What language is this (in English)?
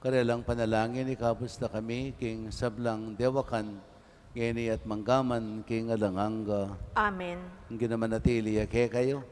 Pampanga